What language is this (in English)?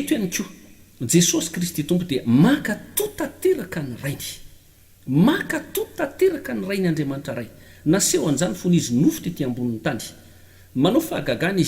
Malagasy